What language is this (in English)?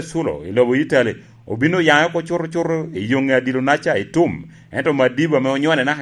Lango (Uganda)